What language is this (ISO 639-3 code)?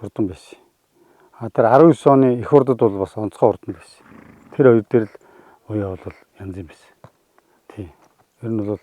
mon